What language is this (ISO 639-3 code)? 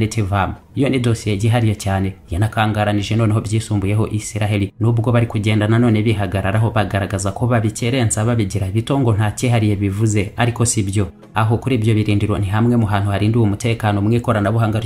kin